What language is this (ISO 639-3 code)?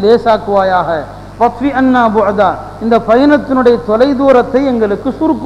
tam